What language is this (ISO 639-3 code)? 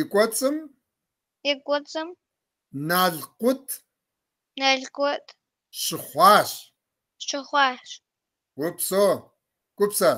kbd